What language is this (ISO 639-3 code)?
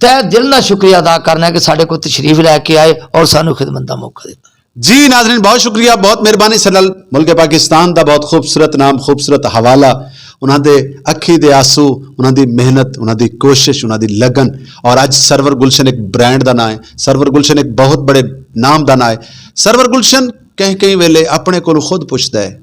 lah